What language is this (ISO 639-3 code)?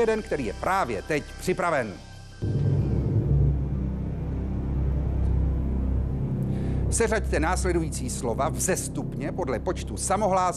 ces